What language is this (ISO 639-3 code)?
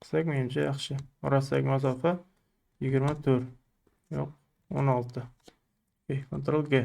uzb